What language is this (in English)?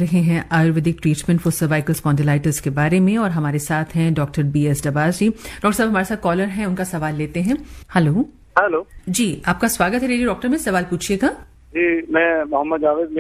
Hindi